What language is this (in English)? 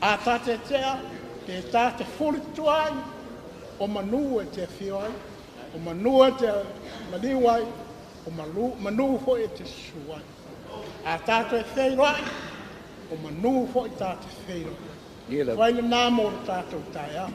Samoan